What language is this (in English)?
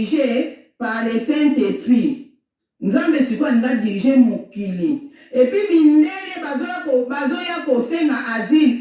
Lingala